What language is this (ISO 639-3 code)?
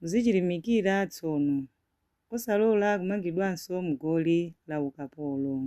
nya